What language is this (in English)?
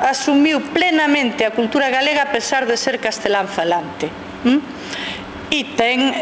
Galician